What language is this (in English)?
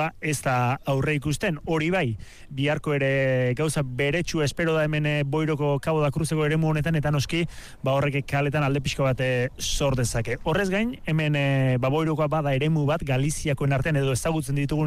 Basque